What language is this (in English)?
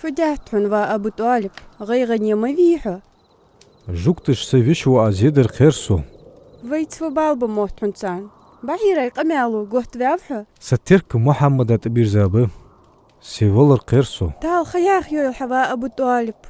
Ingush